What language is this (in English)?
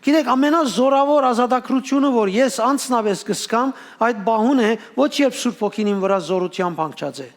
Western Armenian